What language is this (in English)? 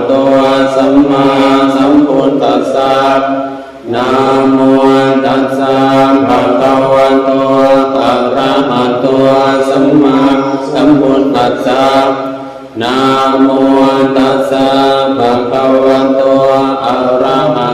Pali